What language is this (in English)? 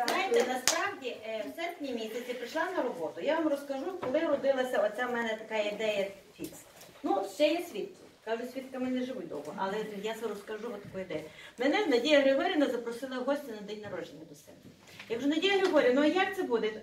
Ukrainian